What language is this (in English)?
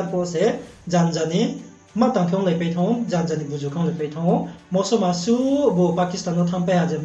Riang (India)